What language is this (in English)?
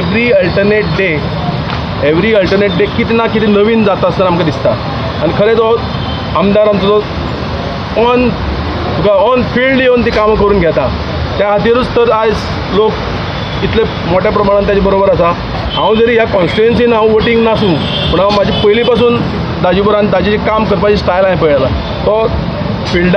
Konkani